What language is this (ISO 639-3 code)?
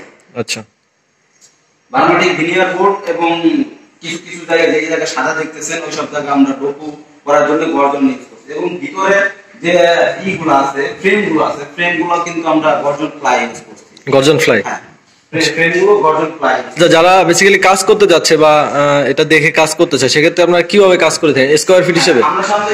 ben